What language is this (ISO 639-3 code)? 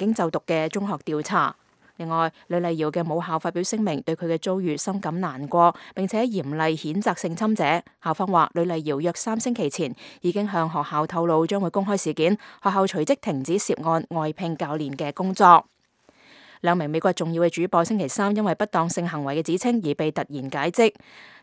yue